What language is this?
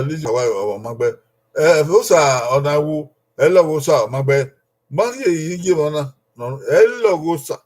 Bini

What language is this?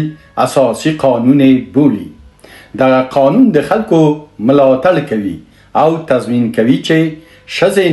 Pashto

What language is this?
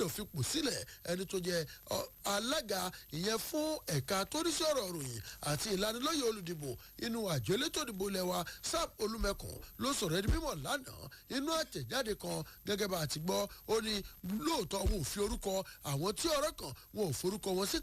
Yoruba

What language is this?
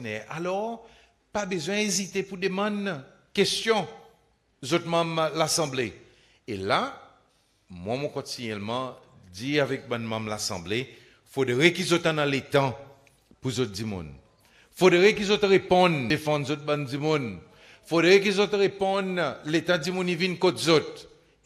Seselwa Creole French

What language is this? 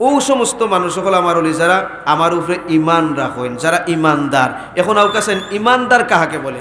Sylheti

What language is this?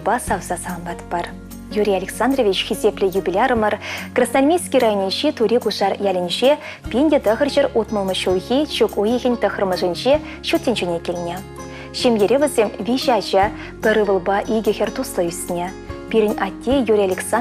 Chuvash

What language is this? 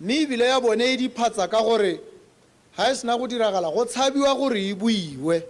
Tswana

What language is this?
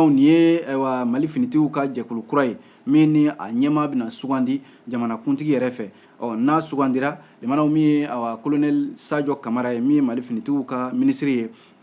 Bambara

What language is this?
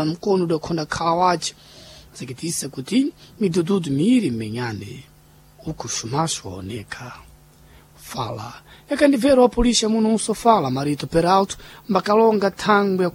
Sena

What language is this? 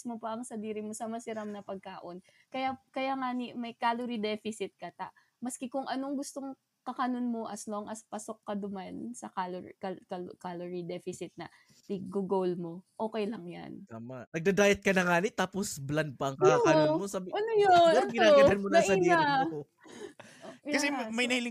Bikol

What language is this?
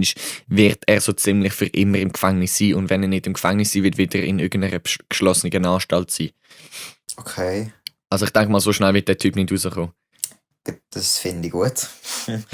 Swiss German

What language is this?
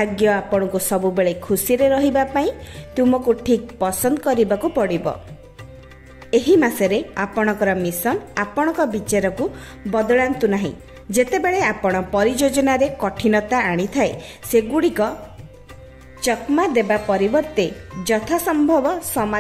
Odia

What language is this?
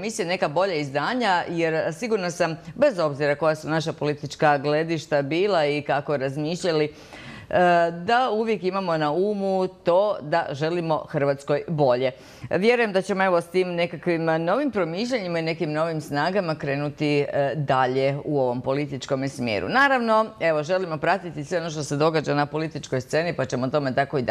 Croatian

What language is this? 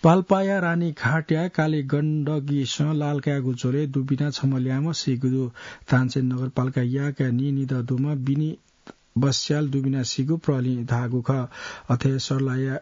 Newari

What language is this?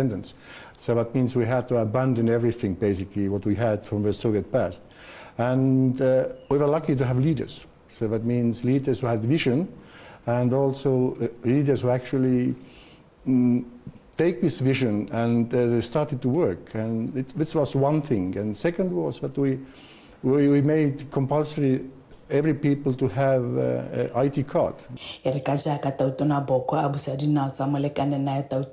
Tswana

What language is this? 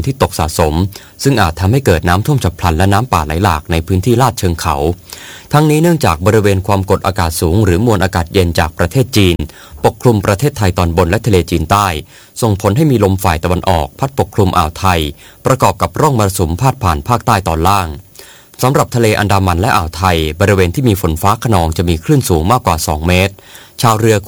Thai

